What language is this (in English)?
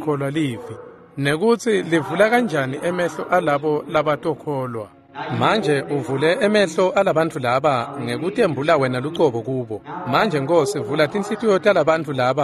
Swati